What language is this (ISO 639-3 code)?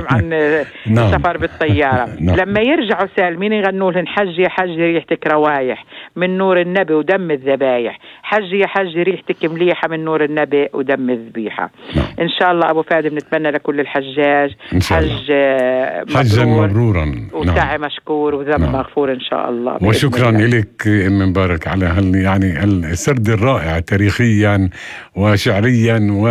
apc